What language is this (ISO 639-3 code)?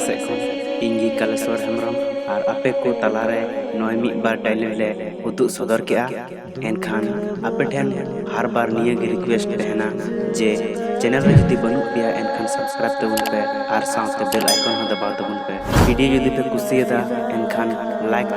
sat